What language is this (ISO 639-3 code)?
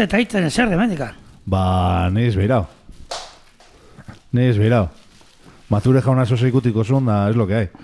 eus